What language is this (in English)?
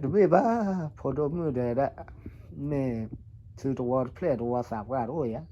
S'gaw Karen